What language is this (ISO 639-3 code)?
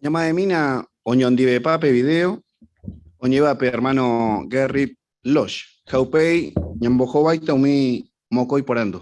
grn